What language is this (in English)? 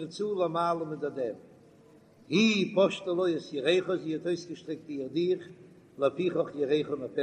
Yiddish